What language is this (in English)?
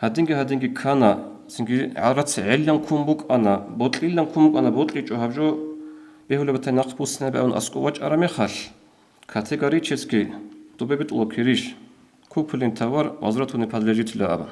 Avaric